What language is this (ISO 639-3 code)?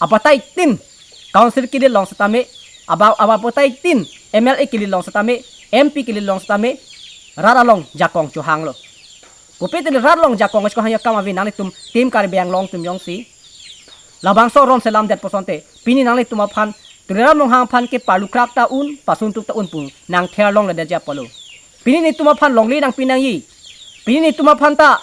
mjw